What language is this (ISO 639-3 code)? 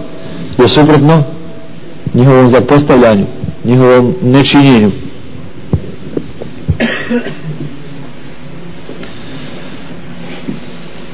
bos